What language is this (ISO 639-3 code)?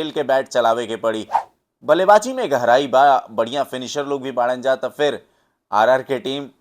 bho